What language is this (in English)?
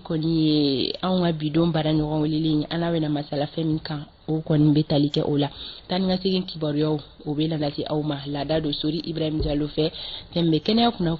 Bambara